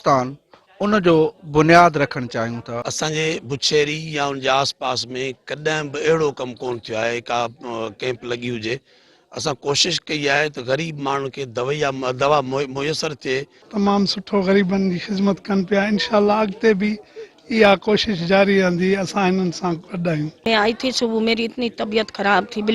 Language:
Sindhi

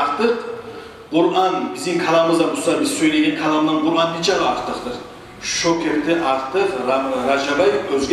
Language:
Kumyk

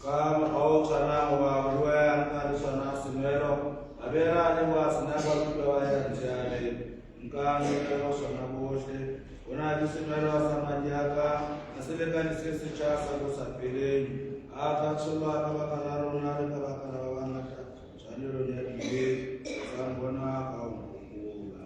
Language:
Southern Sotho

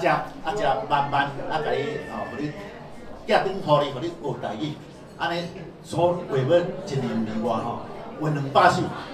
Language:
Min Nan Chinese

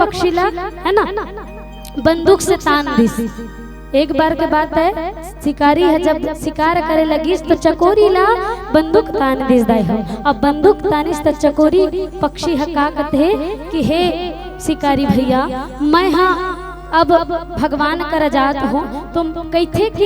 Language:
Chhattisgarhi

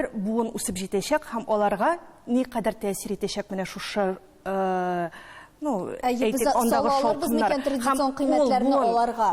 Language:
Tatar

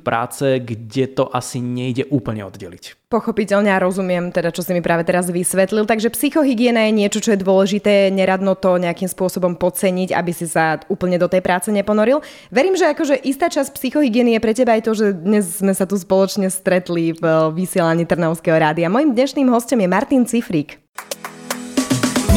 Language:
Slovak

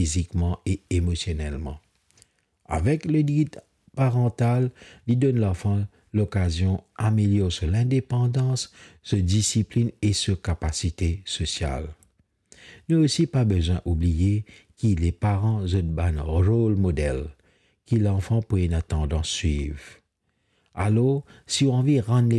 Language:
Morisyen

